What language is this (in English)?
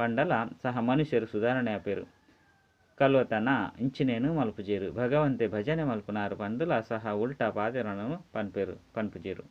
Tulu